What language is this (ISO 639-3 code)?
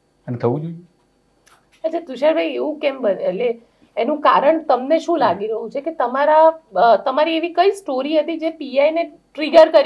guj